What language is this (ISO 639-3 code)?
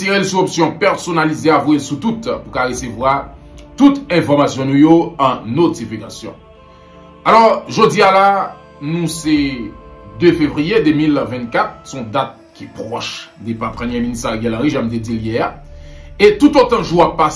hat